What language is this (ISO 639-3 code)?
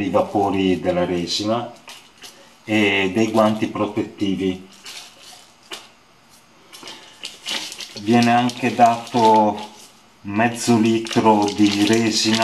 ita